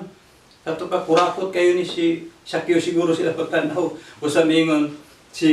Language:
Cebuano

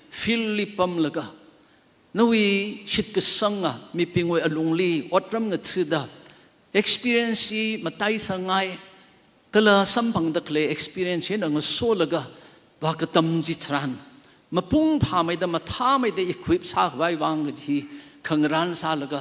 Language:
Tangkhul Naga (India)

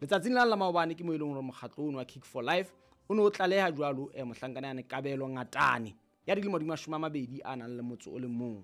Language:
Southern Sotho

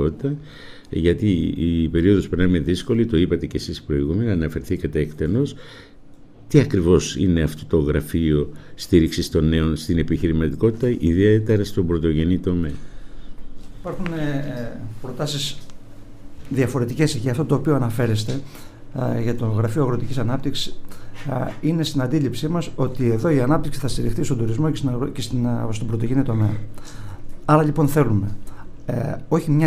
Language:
Greek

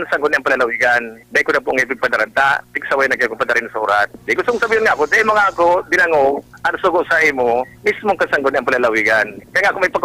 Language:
Bikol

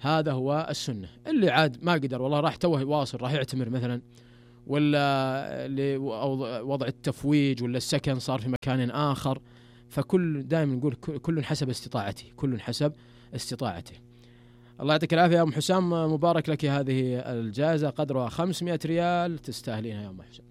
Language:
Najdi Arabic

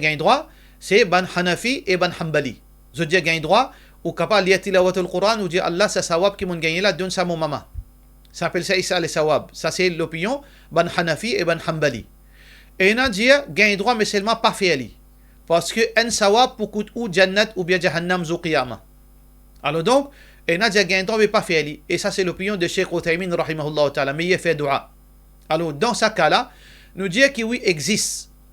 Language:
Morisyen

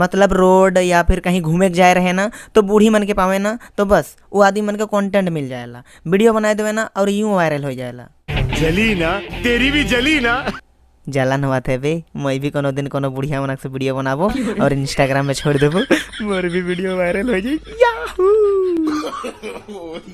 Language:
Sadri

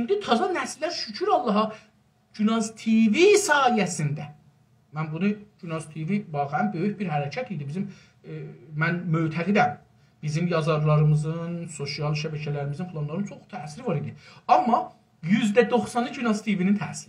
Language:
South Azerbaijani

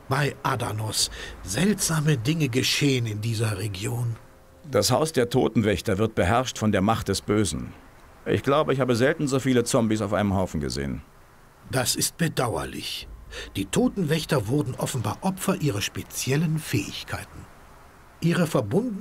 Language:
Bavarian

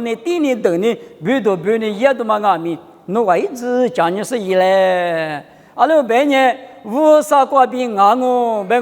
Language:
Lisu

